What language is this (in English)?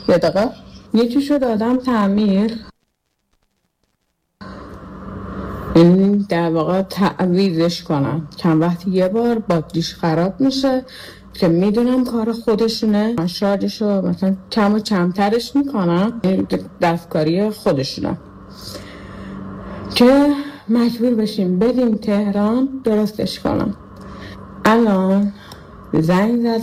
Persian